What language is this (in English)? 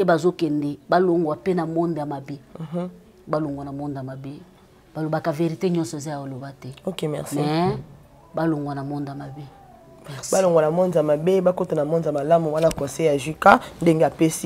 Lingala